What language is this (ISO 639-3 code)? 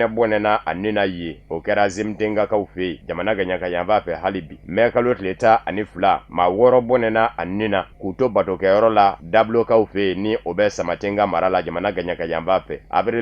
bam